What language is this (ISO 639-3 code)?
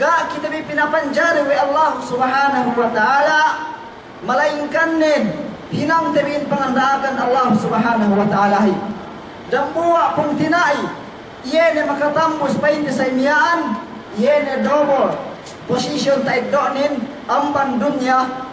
yka